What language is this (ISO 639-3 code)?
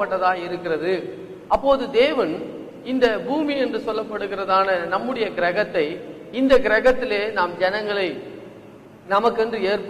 tam